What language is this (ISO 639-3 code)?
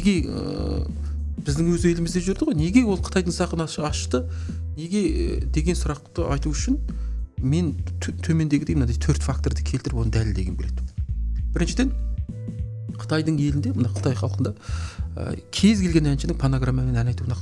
kaz